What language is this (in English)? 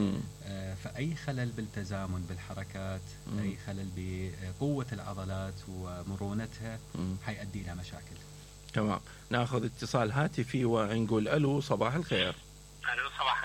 Mesopotamian Arabic